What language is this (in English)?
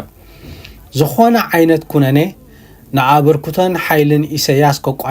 Tigrinya